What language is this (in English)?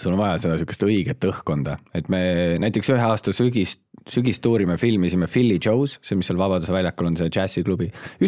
Estonian